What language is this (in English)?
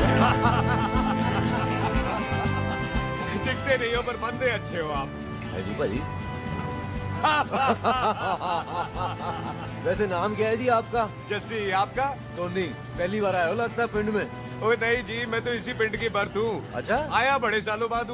Hindi